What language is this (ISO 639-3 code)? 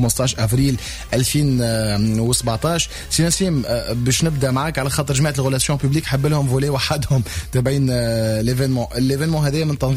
aeb